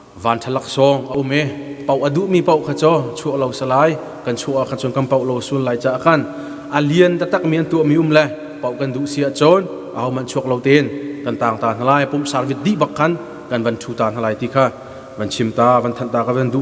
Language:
Hakha Chin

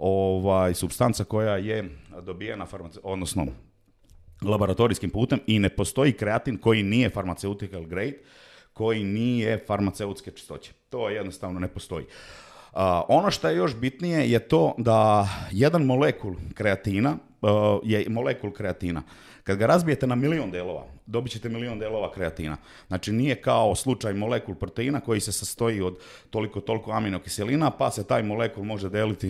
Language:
Serbian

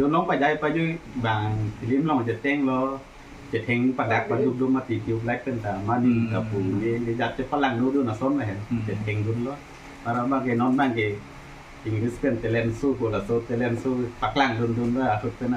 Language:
Karbi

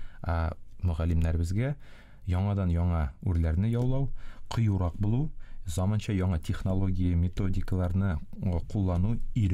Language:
Tatar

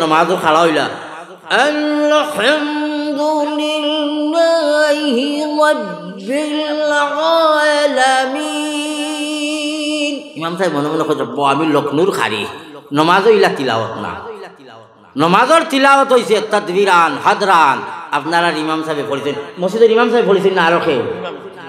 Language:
Sylheti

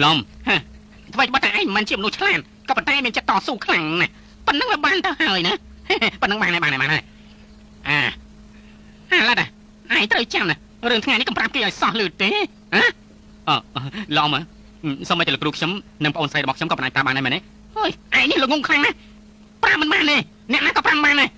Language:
Khmer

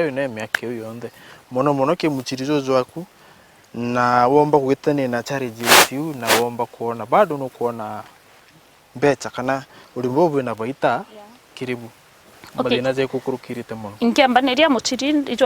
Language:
Meru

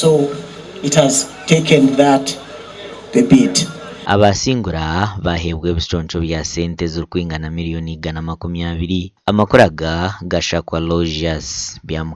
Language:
Nyankole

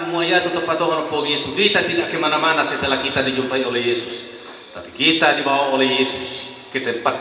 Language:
Toraja-Sa'dan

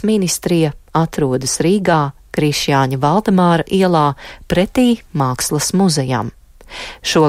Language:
Latvian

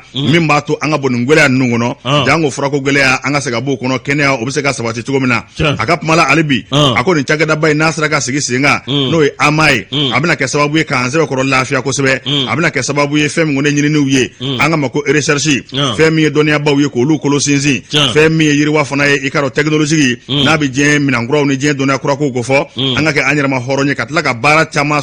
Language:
Bambara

